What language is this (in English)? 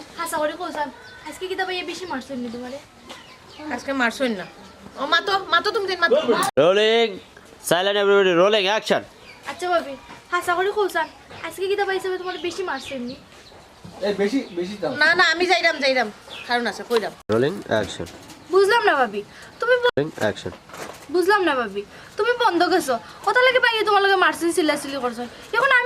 Sylheti